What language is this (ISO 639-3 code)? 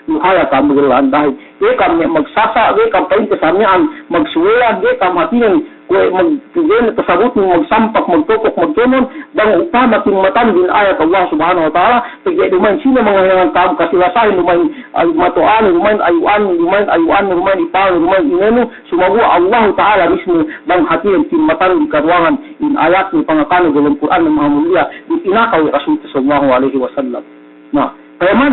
yka